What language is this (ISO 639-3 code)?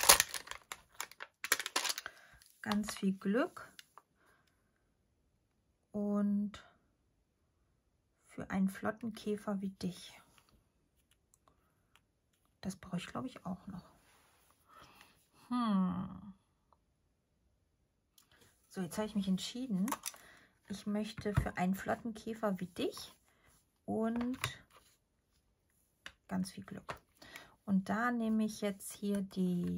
deu